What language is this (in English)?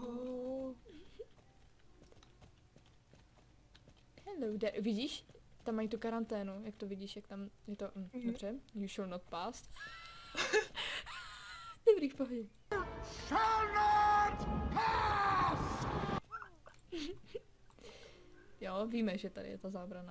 Czech